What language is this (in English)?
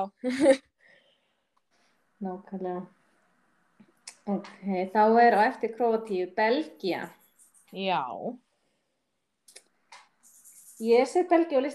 Icelandic